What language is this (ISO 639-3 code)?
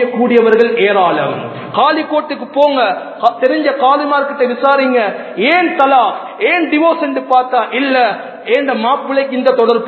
tam